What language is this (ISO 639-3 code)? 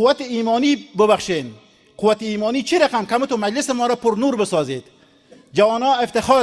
fas